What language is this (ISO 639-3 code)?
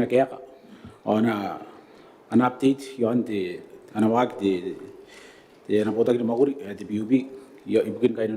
gil